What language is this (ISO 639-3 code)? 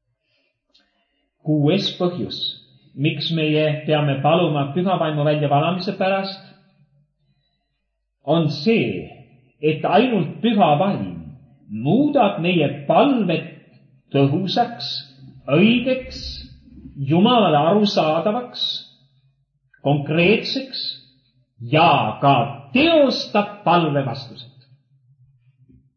est